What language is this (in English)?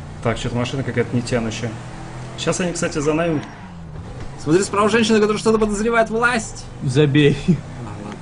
Russian